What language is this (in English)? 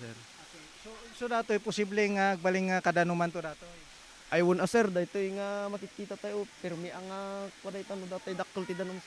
Iloko